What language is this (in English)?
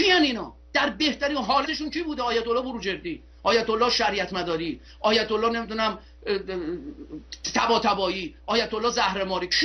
Persian